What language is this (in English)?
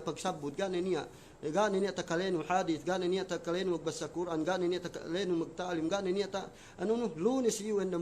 Yakan